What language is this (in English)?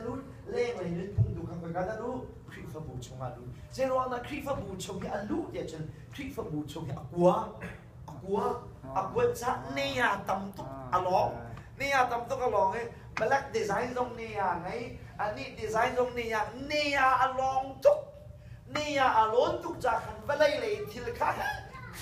Hakha Chin